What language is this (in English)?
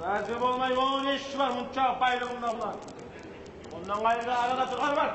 Kumyk